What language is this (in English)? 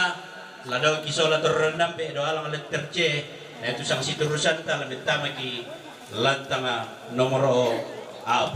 Toraja-Sa'dan